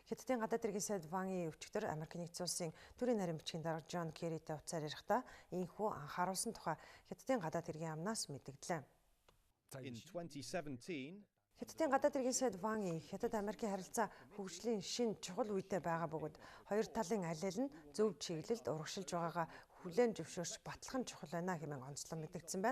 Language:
Mongolian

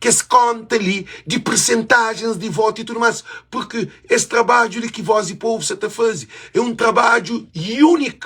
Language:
Kabuverdianu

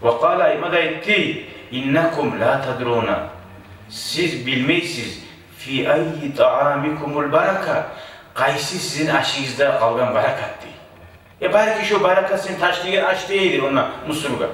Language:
Kumyk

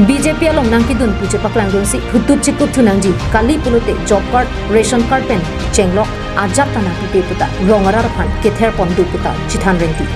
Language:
Karbi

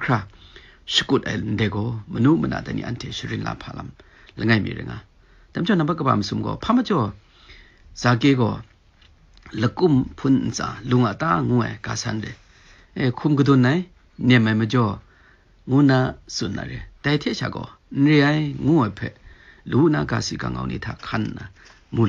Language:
Kachin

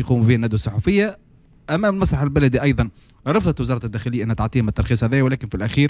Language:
Tunisian Arabic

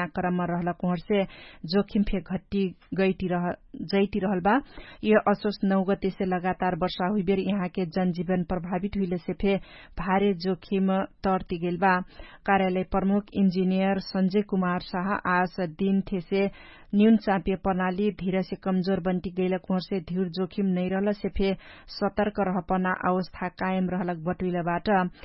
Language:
Dangaura Tharu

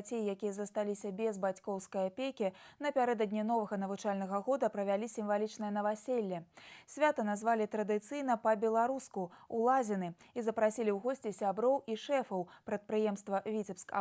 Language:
Belarusian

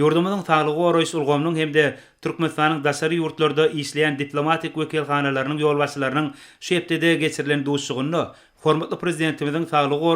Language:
Turkmen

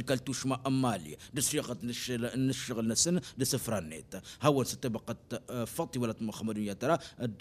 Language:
Tamasheq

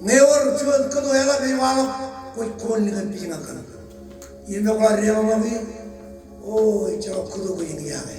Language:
Marshallese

